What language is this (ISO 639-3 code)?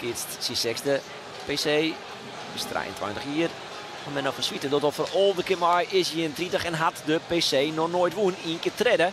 fry